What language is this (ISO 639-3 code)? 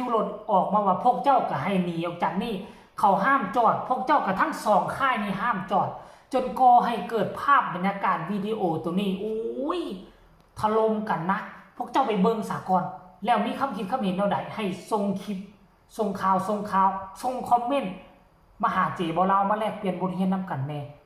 tts